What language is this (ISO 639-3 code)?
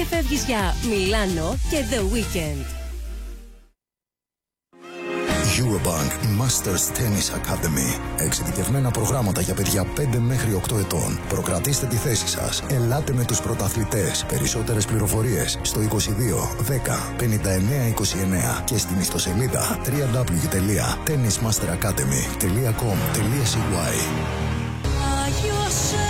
ell